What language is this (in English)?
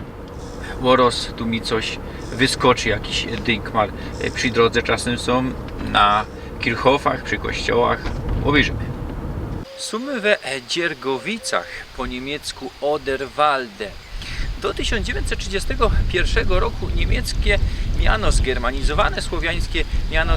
Silesian